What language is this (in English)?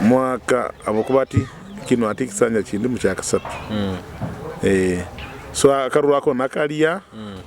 Nyoro